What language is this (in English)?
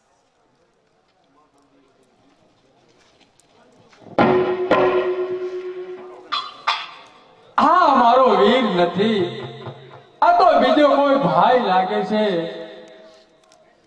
Gujarati